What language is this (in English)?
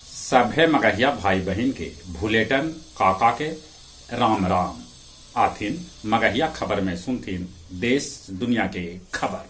Magahi